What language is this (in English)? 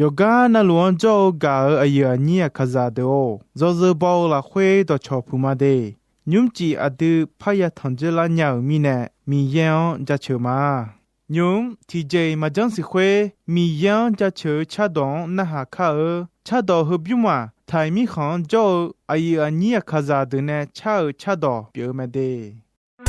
Akha